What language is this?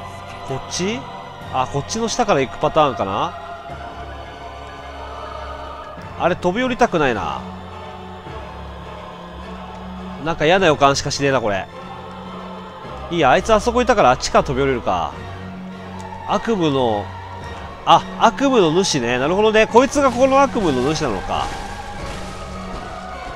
Japanese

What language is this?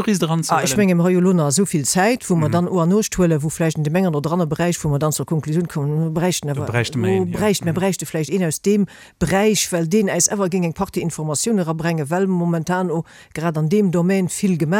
Luxembourgish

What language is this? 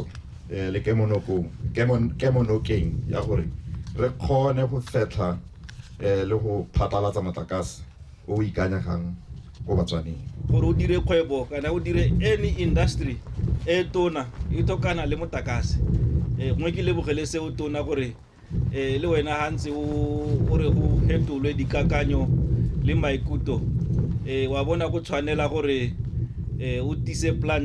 Tswana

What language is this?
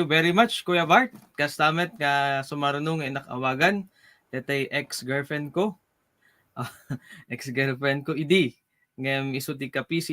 Iloko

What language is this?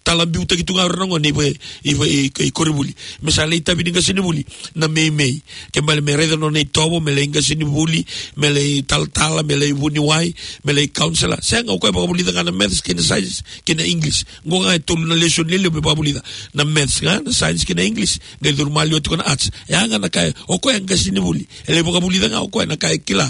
Fijian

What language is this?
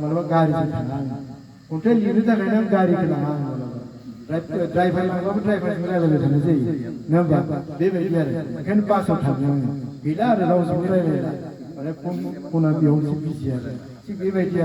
Bodo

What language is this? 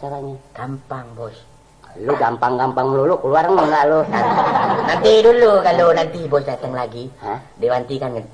Indonesian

